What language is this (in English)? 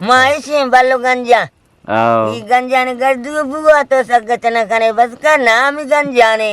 Eastern Balochi